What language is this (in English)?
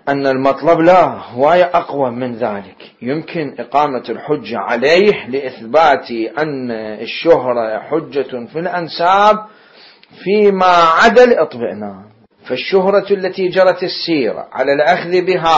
Mesopotamian Arabic